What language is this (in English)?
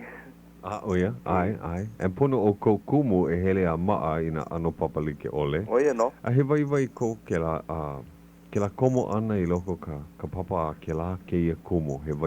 Hawaiian